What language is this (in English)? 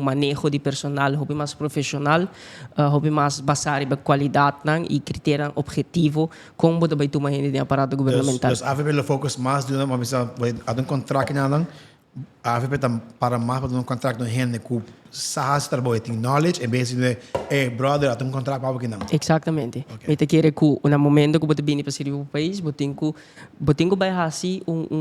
Papiamento